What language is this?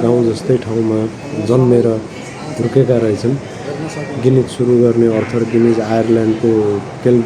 Nepali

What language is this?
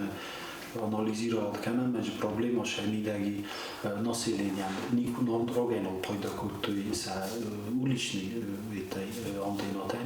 Ossetic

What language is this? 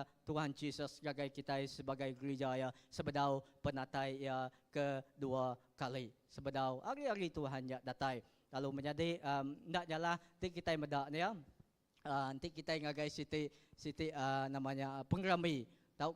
Iban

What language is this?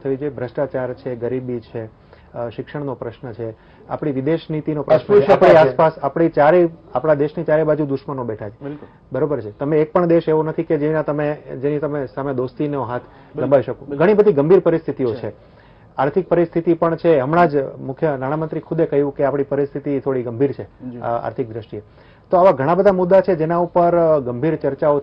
Gujarati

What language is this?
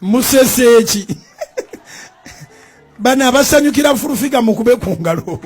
Ganda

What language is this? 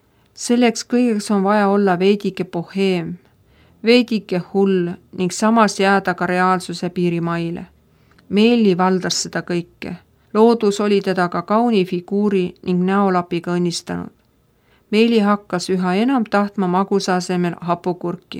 Estonian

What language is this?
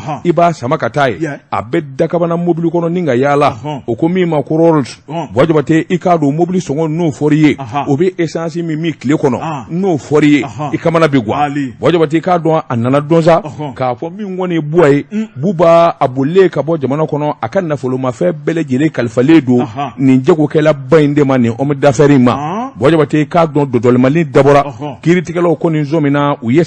Bambara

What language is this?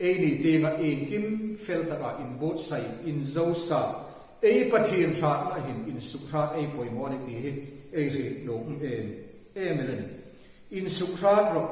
Hmar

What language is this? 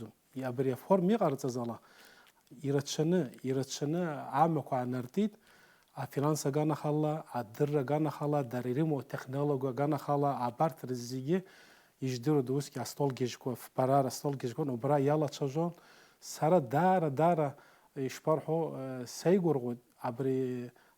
Abkhazian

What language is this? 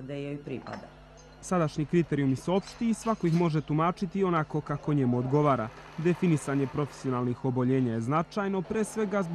Serbian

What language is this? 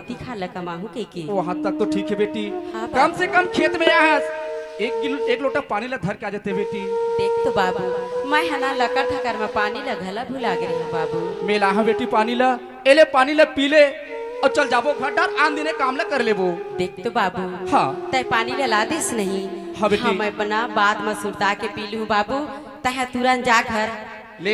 Chhattisgarhi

